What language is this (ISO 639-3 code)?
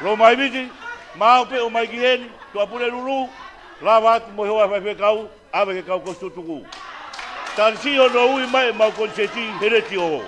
ton